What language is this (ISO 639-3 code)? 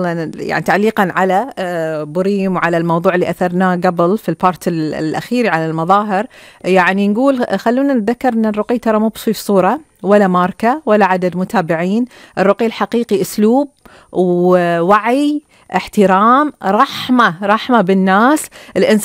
afb